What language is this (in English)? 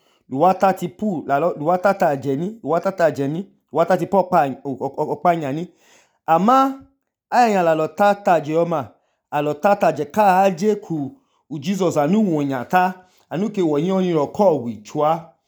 Idoma